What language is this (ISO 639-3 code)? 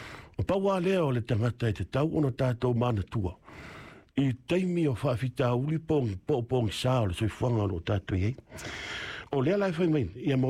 smo